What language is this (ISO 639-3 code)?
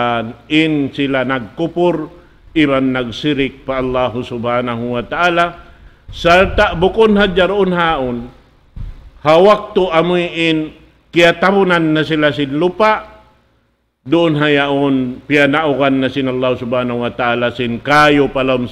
tsg